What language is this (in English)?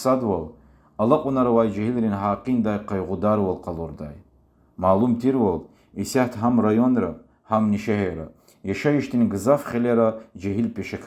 Lezghian